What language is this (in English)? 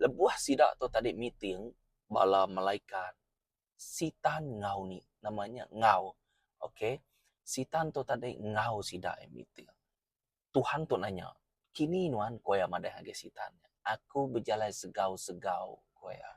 Iban